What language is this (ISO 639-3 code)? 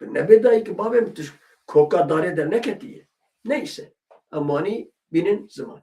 kur